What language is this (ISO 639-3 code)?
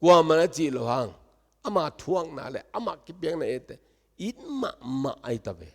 ctd